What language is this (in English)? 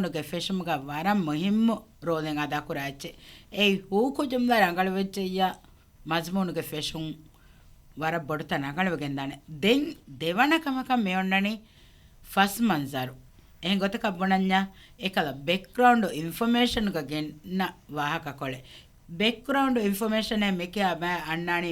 Divehi